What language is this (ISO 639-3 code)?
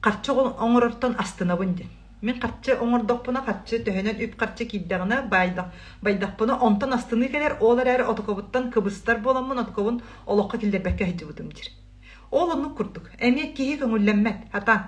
sah